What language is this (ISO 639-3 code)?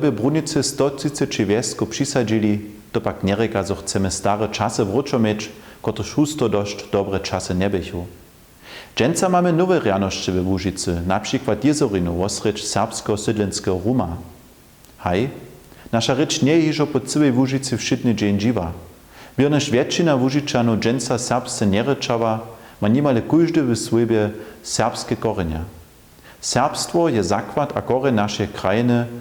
hsb